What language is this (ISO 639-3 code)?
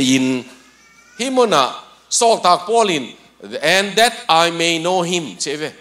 ctd